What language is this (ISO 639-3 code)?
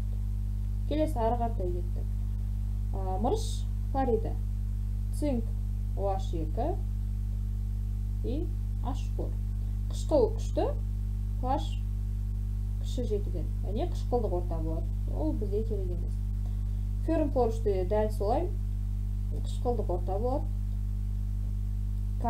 kaz